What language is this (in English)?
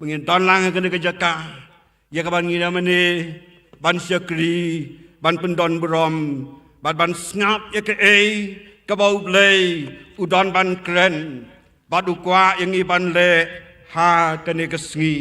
Khasi